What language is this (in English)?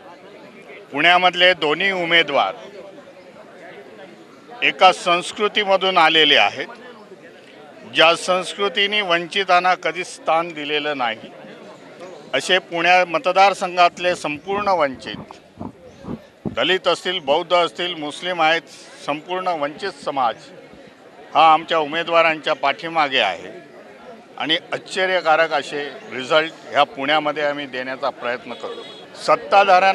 Marathi